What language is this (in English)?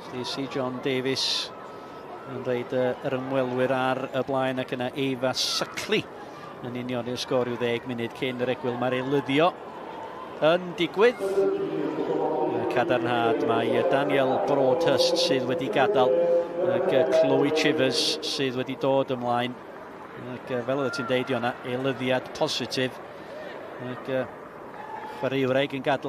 Welsh